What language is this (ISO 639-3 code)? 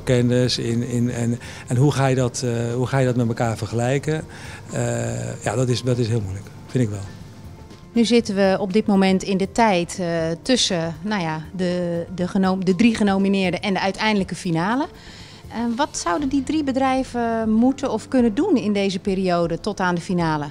nld